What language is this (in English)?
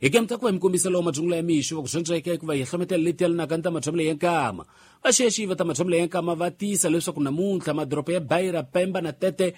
Tsonga